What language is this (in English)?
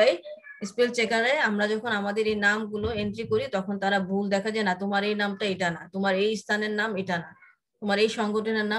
Bangla